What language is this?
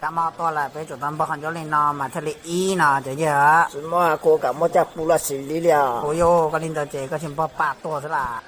Hmong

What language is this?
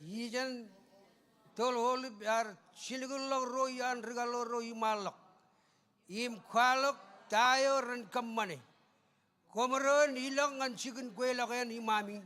Marshallese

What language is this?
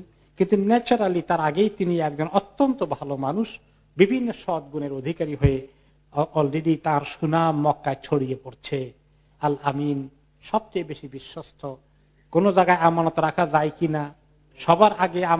Bangla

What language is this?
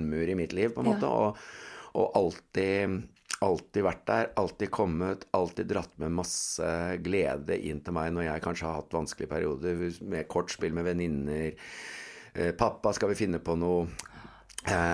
Norwegian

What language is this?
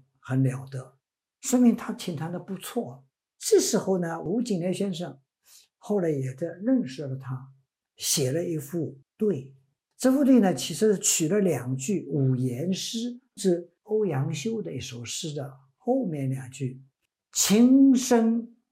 Chinese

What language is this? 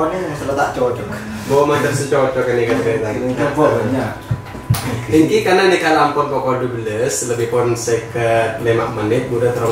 Madurese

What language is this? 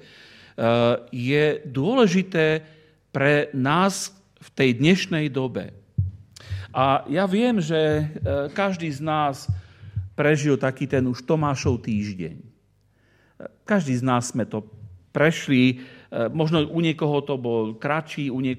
Slovak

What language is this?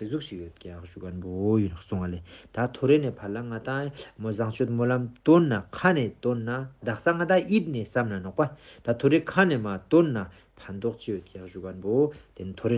Ladakhi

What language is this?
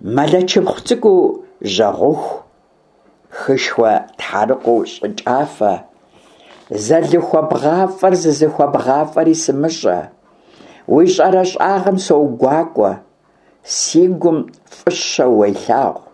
Kabardian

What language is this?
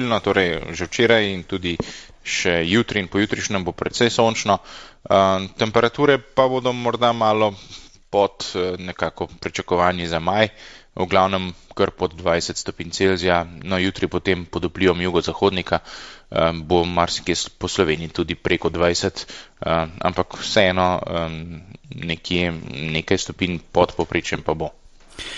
Slovenian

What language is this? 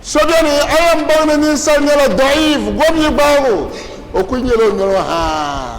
Dagbani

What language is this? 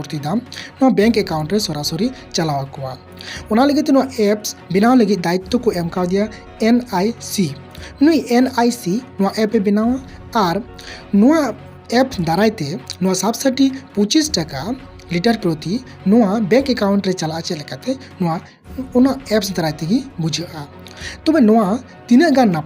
Santali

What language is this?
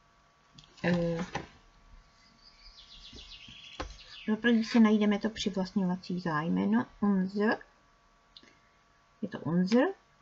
Czech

